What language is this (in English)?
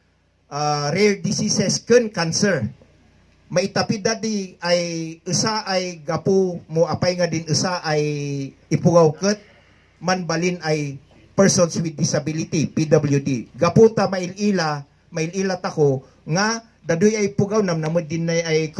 Kankanaey